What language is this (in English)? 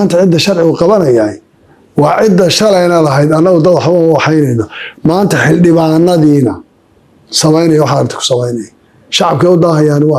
Somali